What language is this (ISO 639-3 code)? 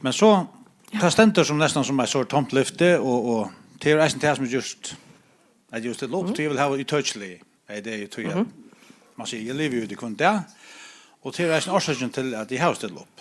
fao